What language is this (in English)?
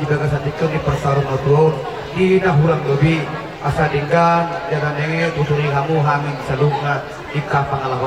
Batak Toba